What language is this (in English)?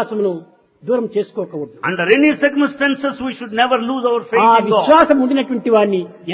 Telugu